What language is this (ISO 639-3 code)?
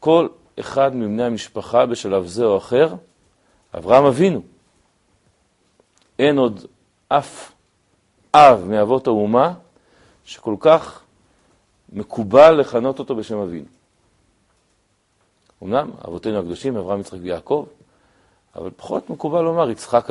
heb